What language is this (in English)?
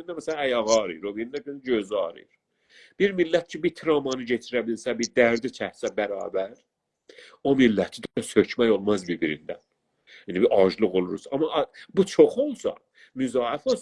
South Azerbaijani